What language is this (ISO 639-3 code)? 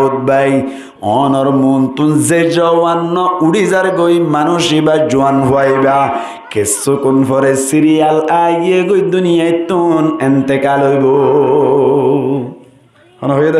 rhg